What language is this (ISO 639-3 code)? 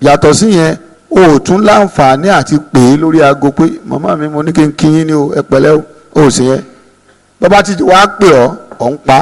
yor